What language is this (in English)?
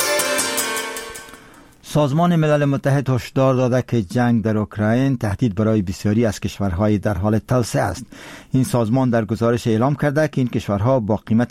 Persian